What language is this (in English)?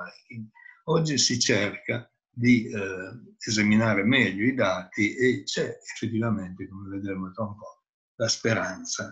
Italian